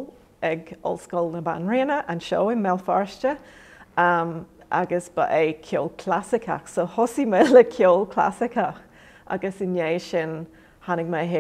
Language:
Irish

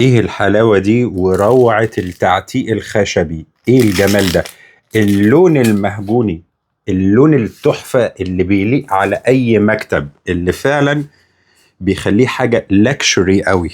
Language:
Egyptian Arabic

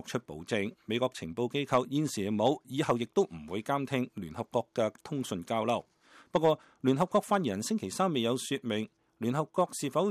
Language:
Cantonese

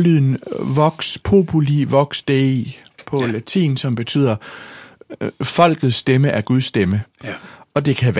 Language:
Danish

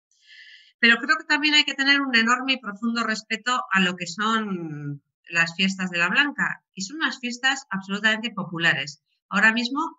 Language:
Spanish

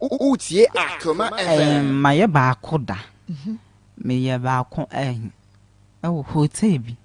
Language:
Akan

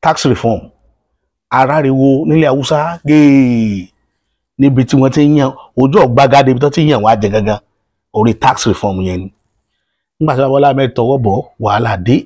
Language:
Yoruba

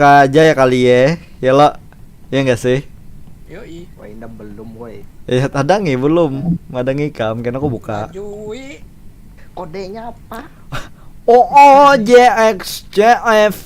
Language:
Banjar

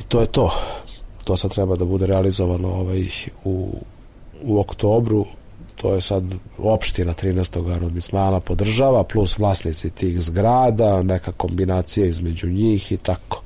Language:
Serbian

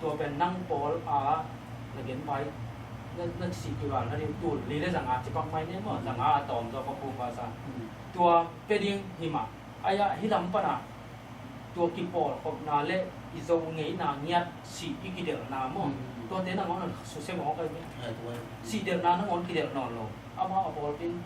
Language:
Tedim Chin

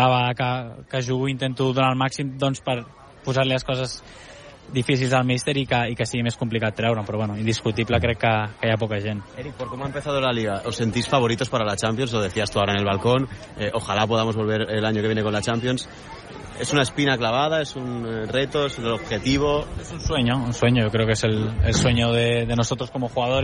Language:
Catalan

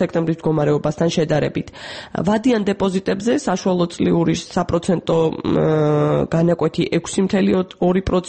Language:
Georgian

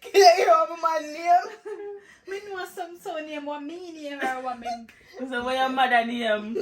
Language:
Jamaican Creole English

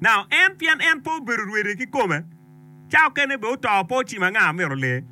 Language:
Acoli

